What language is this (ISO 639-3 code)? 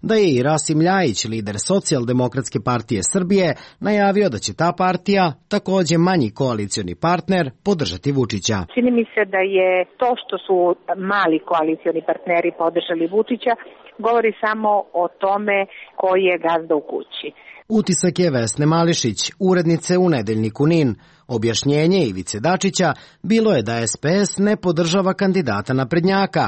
srp